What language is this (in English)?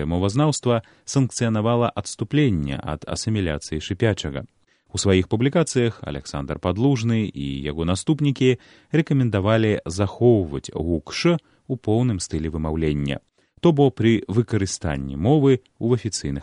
Belarusian